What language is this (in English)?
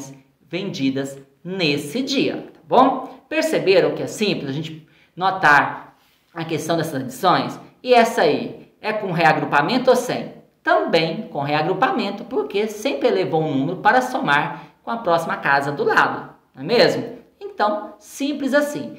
Portuguese